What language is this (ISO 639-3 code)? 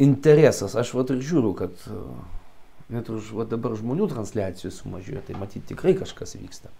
lit